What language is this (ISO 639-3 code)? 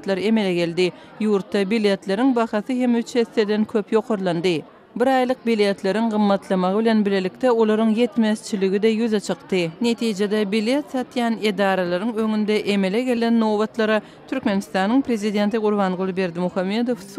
tuk